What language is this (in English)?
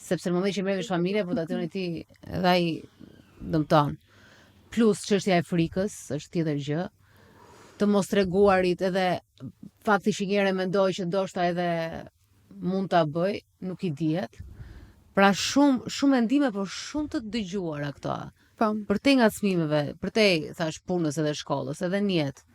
Albanian